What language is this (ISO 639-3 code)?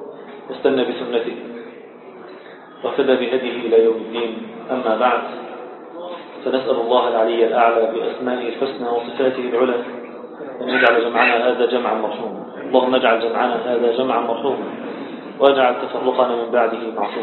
ara